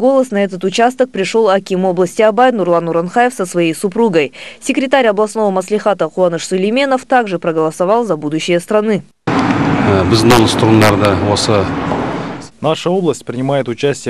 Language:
Russian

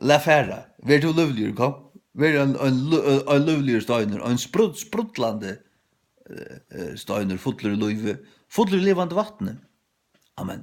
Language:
Faroese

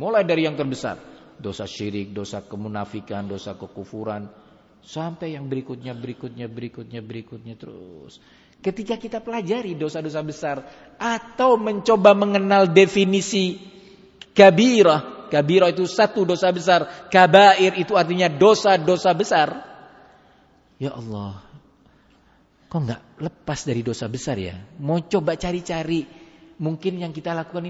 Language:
Indonesian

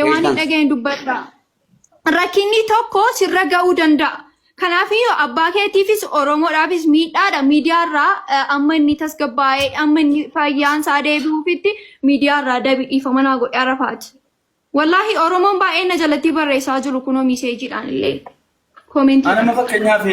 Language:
Oromo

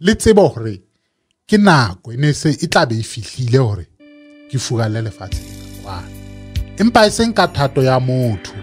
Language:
Southern Sotho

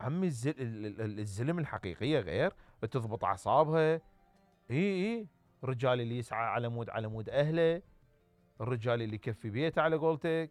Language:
Mesopotamian Arabic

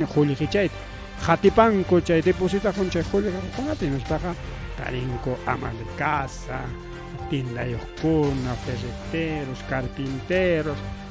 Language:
Ayacucho Quechua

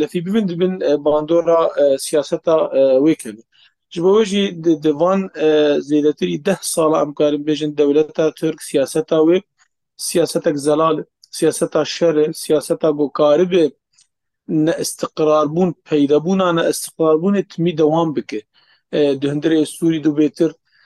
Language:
Kurdish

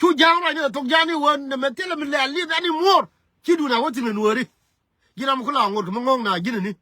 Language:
Nuer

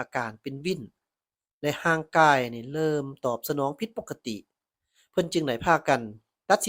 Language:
Lao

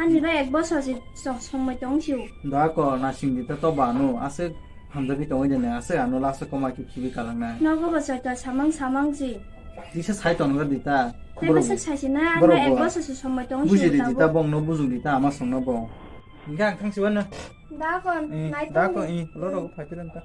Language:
Kok Borok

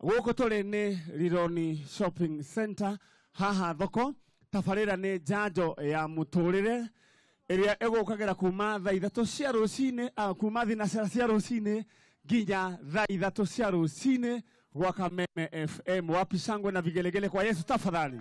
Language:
Kikuyu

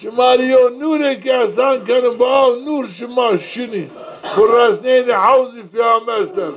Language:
Zaza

